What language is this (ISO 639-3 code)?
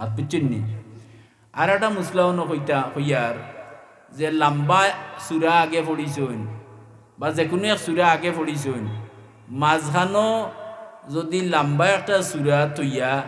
syl